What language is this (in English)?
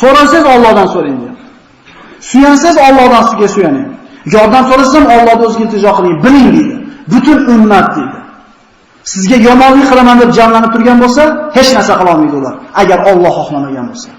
Uzbek